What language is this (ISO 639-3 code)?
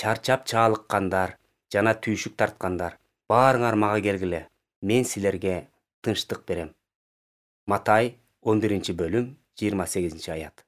kir